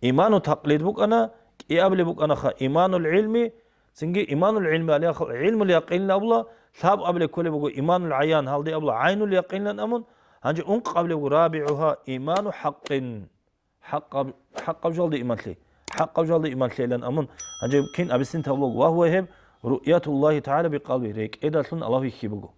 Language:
Avaric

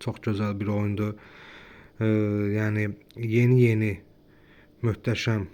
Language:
Azerbaijani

